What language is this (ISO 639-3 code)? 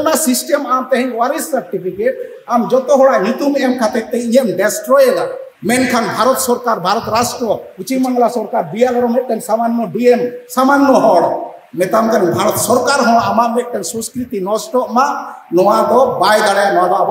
sat